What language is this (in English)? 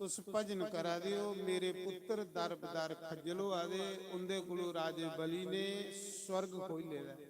Dogri